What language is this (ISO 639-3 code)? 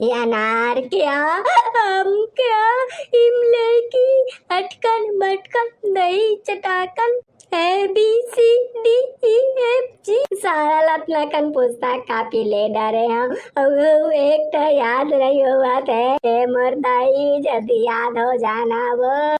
hne